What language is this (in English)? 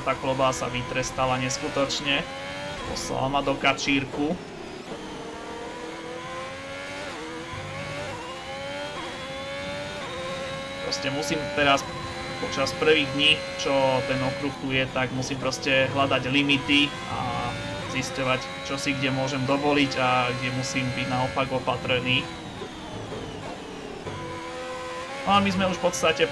Slovak